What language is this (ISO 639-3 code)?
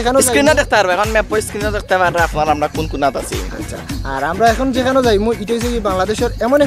syl